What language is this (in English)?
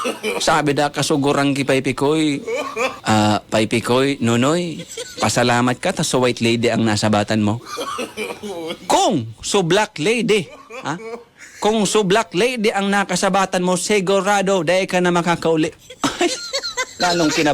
Bikol